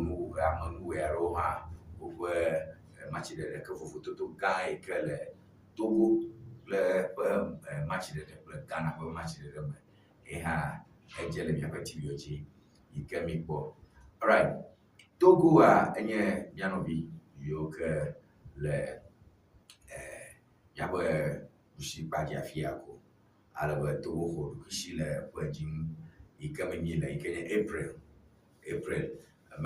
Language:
Ewe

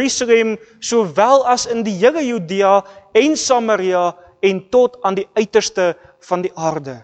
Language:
Afrikaans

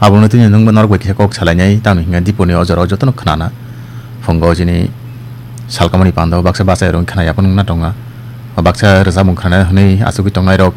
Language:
Kok Borok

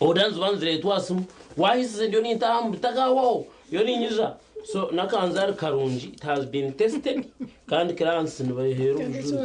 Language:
Nyankole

